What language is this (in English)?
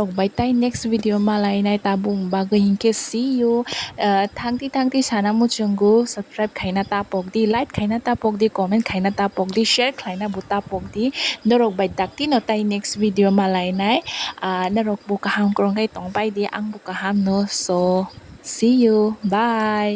Kok Borok